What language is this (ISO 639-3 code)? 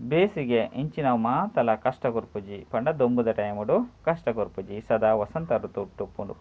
tcy